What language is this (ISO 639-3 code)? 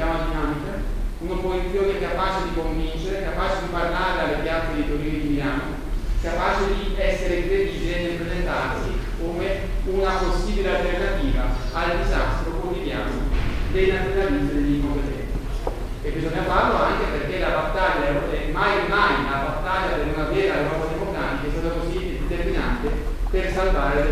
ita